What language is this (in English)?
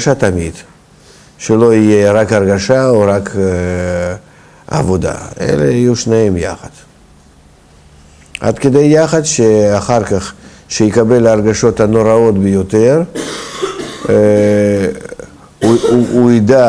Hebrew